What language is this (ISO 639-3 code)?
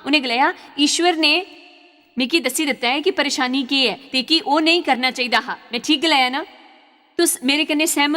doi